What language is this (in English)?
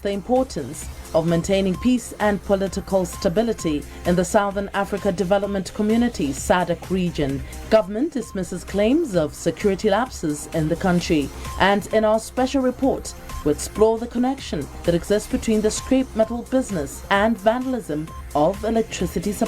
English